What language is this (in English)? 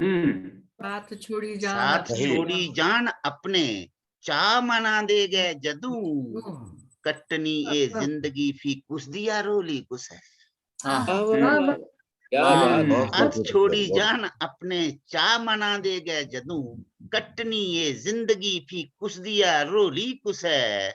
Dogri